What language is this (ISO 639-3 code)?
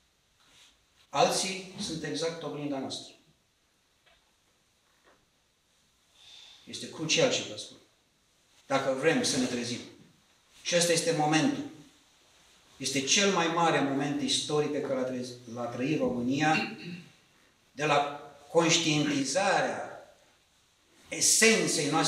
ron